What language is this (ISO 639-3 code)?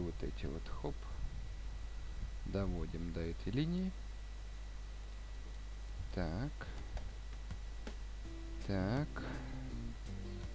rus